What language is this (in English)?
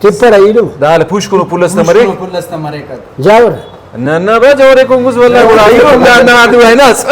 Brahui